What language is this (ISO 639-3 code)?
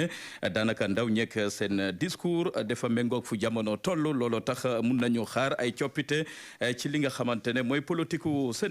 wol